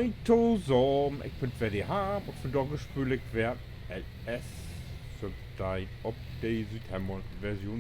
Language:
Low German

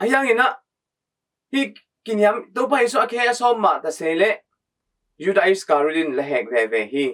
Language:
Tedim Chin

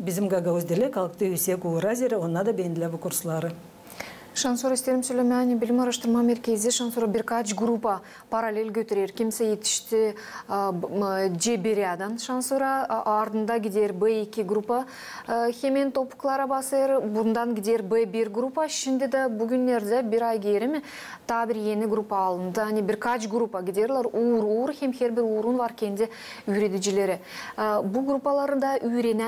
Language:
Gagauz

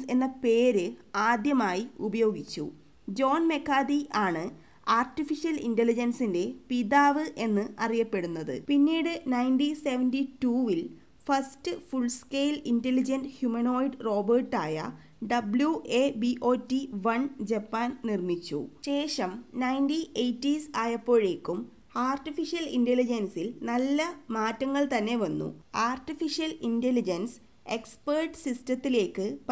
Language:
Malayalam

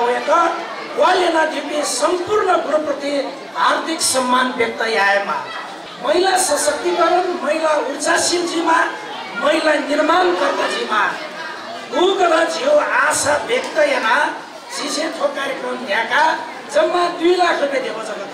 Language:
Newari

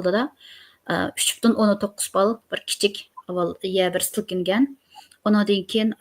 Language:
Uyghur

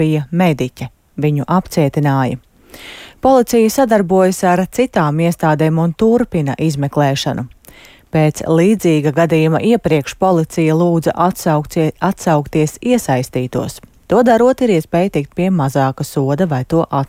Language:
Latvian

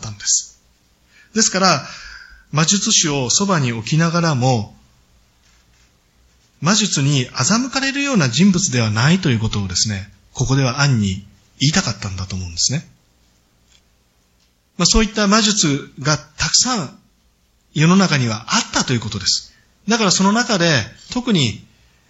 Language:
Japanese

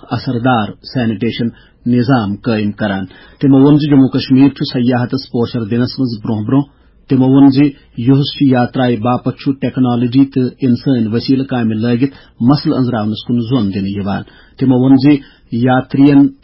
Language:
Kashmiri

